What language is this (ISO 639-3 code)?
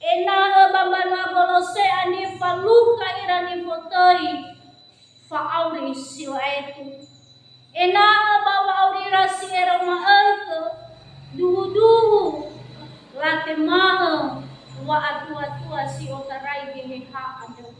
nia